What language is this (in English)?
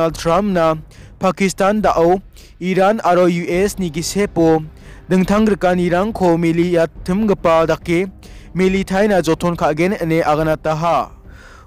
Garo